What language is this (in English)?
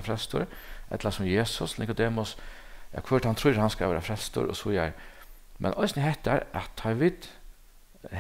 Faroese